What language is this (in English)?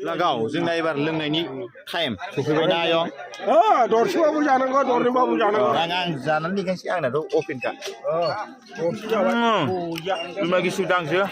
Bodo